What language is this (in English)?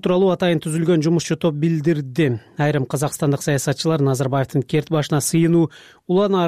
Kyrgyz